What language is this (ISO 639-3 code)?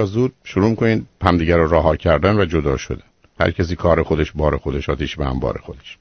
fas